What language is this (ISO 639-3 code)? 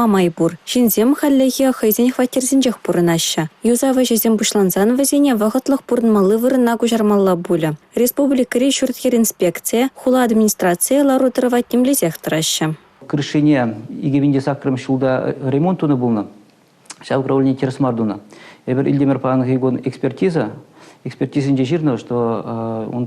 chv